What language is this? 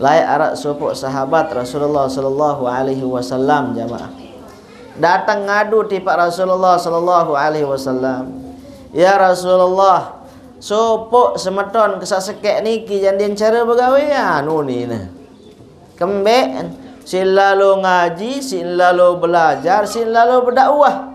Sasak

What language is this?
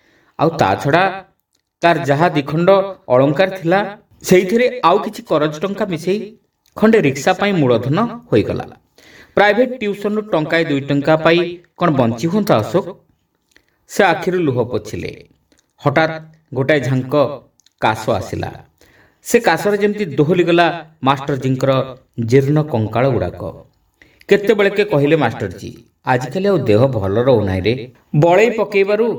Odia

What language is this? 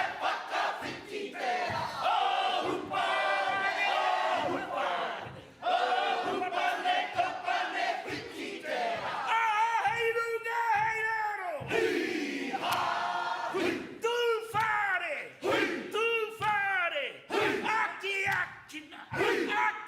Māori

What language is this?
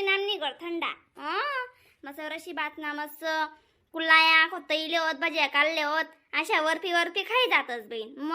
Khandesi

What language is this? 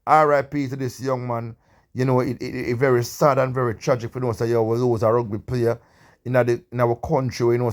Jamaican Creole English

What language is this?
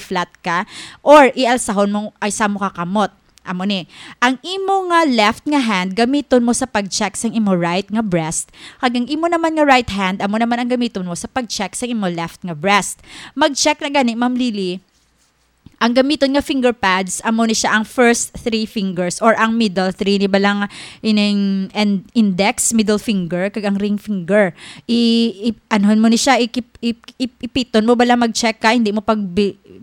Hiligaynon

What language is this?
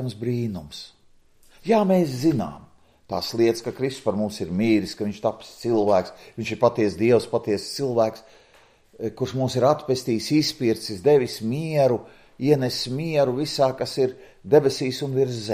Latvian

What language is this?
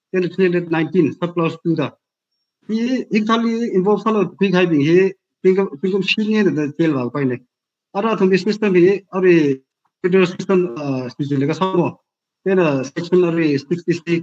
Tangkhul Naga (India)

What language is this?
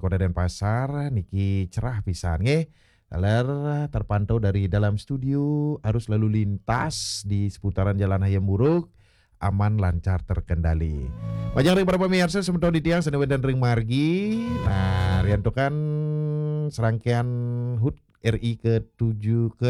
Balinese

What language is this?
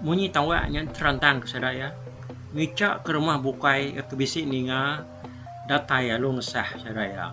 Iban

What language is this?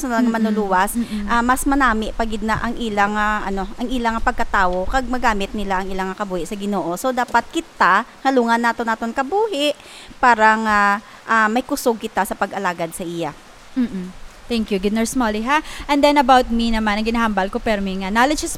Hiligaynon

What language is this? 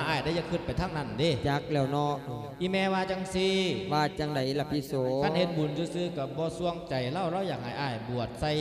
Lao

